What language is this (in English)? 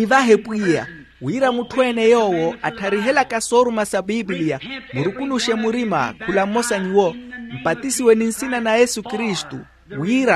Makhuwa